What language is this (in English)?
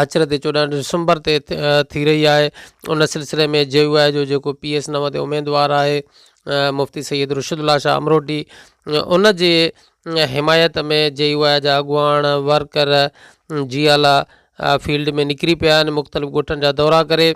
Sindhi